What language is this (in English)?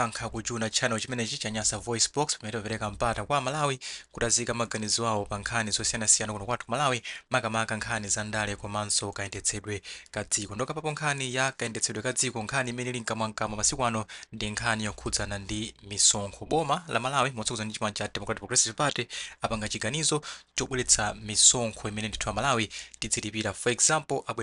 Nyanja